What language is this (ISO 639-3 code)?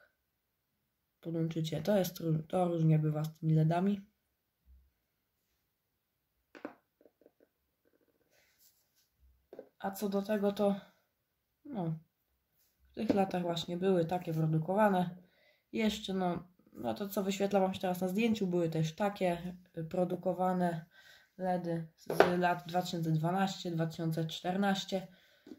pol